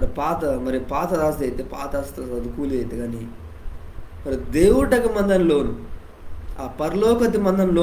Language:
Koya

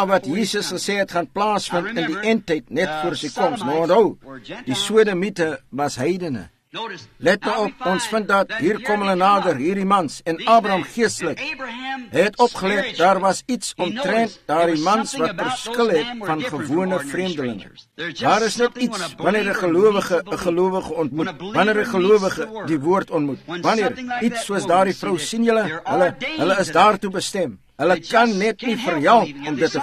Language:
Afrikaans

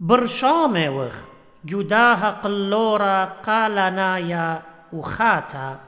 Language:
Assyrian Neo-Aramaic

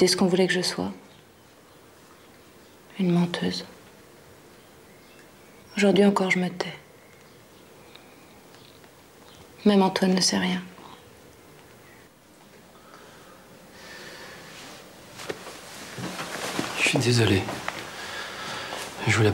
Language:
French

